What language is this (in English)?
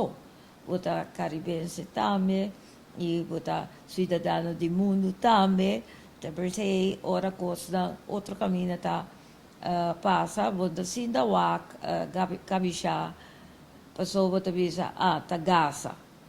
Papiamento